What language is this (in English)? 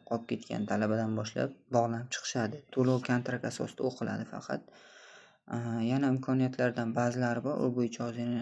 Uzbek